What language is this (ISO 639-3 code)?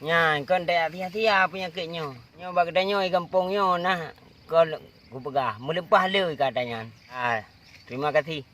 ace